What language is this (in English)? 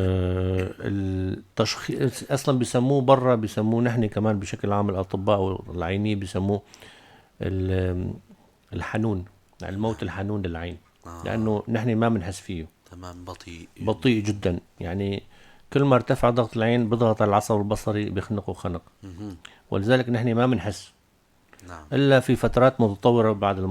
North Levantine Arabic